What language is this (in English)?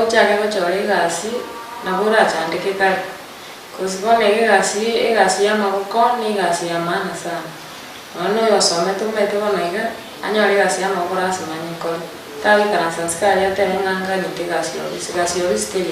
Gusii